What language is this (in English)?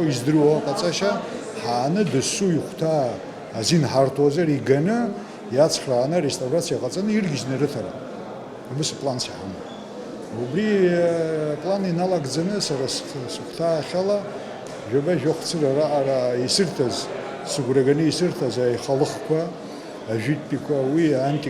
Abkhazian